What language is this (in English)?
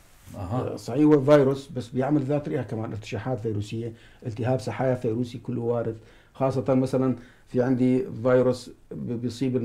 North Levantine Arabic